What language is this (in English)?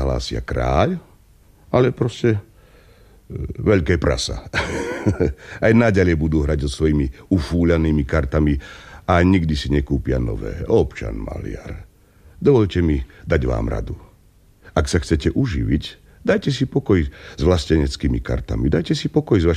Slovak